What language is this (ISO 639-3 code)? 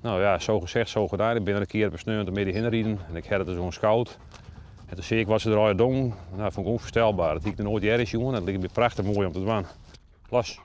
fry